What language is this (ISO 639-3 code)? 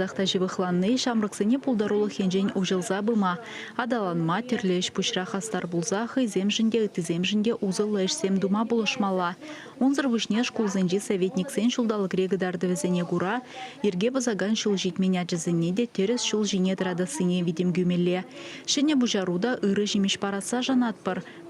chv